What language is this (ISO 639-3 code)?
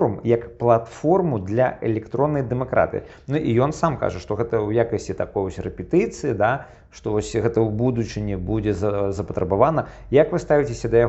bel